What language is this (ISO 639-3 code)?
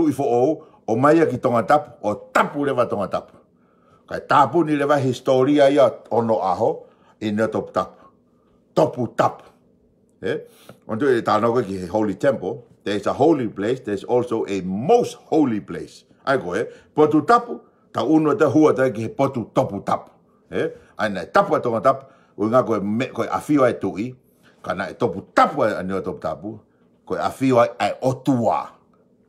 ton